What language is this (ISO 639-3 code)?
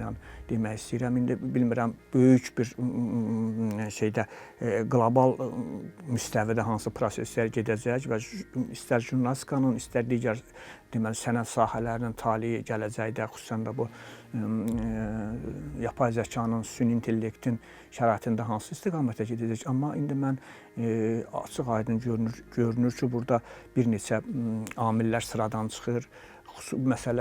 aze